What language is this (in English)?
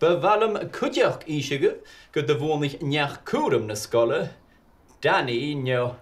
Scottish Gaelic